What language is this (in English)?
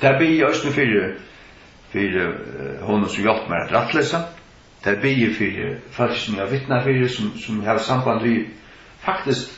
Faroese